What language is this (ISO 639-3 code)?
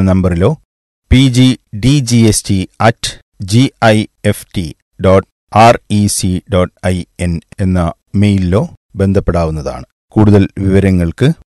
mal